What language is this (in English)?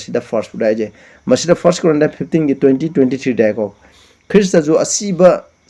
Manipuri